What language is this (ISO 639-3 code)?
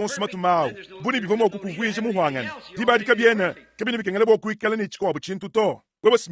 lua